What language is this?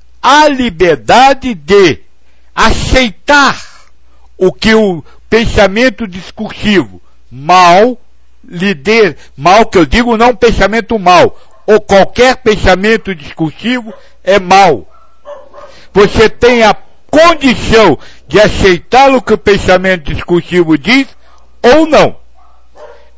Portuguese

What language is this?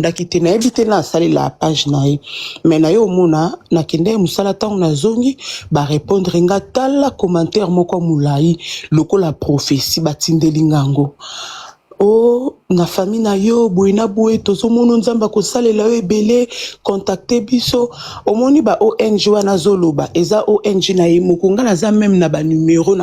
Lingala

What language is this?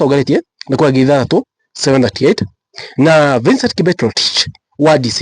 Kikuyu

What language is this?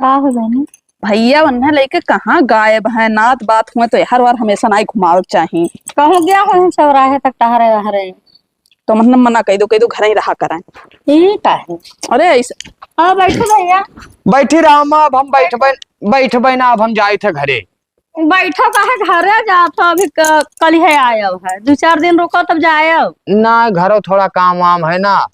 Awadhi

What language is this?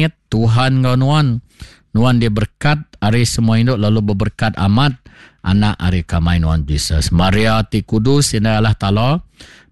Iban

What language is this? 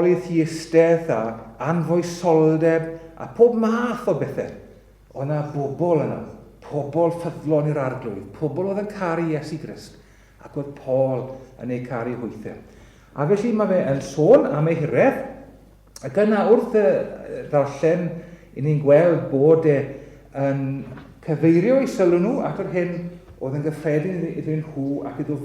Welsh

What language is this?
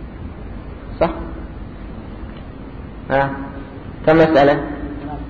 Arabic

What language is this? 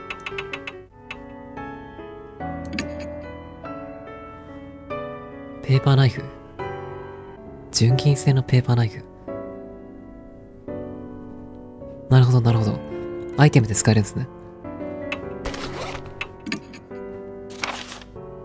Japanese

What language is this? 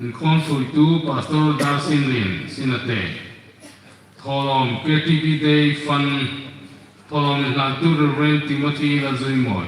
Hmar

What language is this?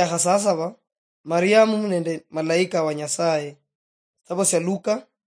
Luyia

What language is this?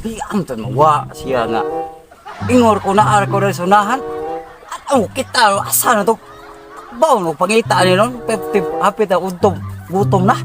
Cebuano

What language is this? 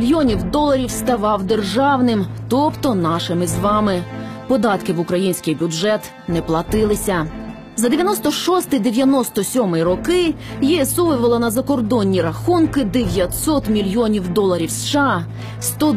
Ukrainian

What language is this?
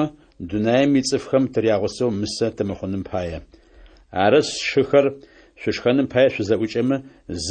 Adyghe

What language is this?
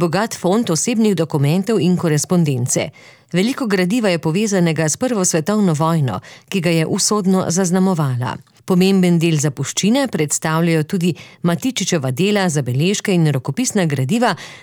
Slovenian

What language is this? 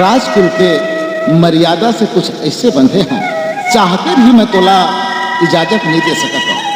Chhattisgarhi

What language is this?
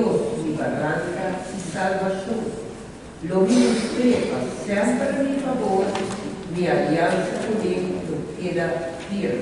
Papiamento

